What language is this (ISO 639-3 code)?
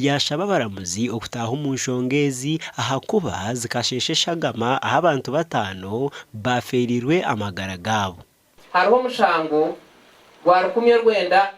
nyn